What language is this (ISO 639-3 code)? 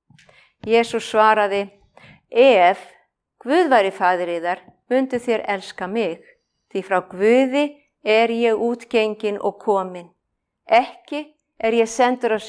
isl